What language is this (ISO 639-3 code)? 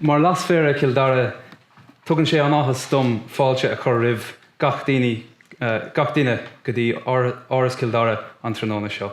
gle